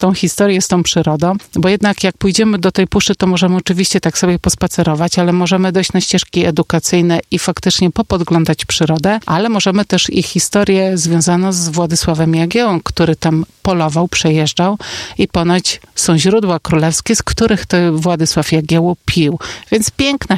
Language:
Polish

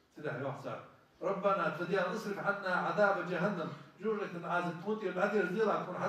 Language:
Ingush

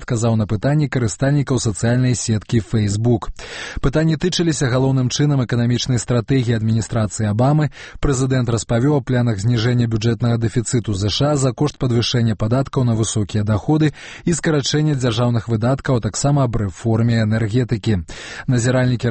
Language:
Belarusian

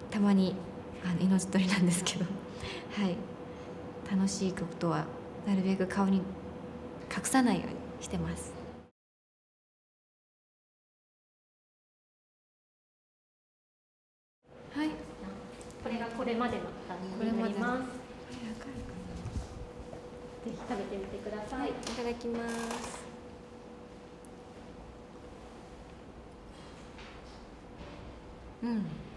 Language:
Japanese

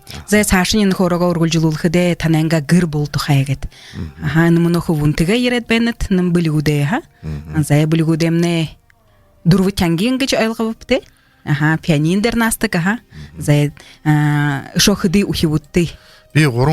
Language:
Buriat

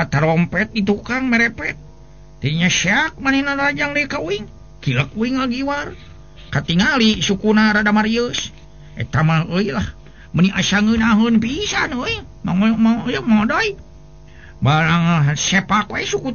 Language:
Sundanese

